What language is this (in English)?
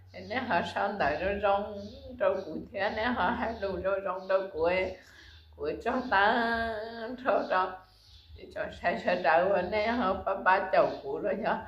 Hmong